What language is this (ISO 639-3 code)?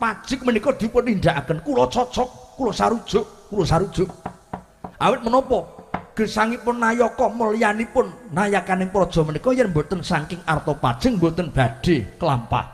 jav